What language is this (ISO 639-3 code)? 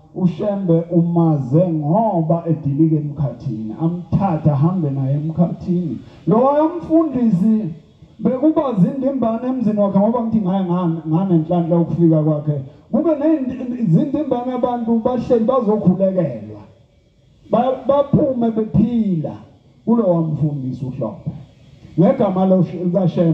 zul